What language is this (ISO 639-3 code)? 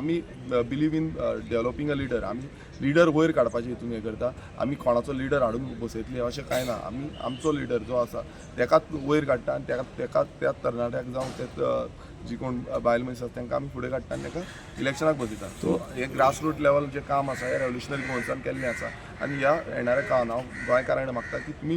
kok